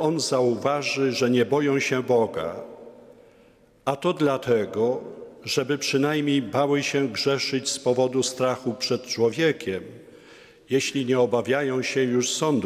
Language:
Polish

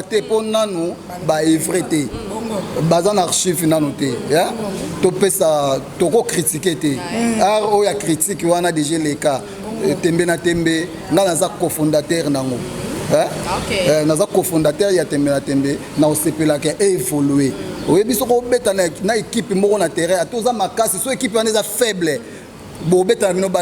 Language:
Lingala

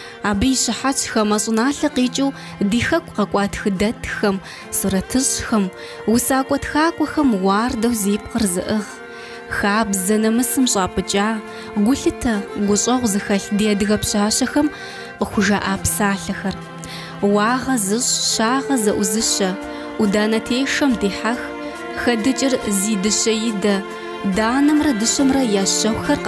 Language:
Kabardian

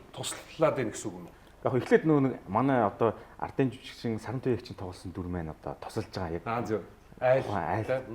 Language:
Mongolian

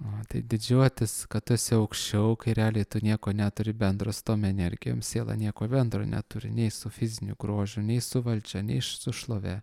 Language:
Lithuanian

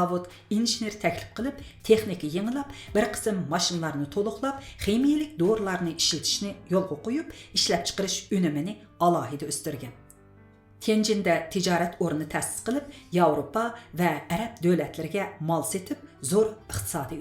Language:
Uyghur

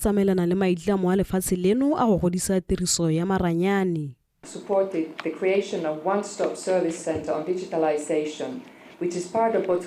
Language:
Tswana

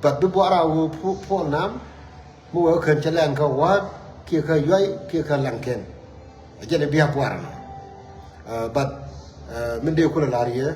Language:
Nuer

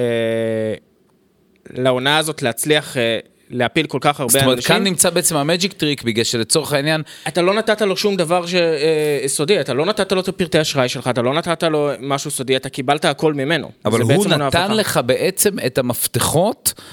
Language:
Hebrew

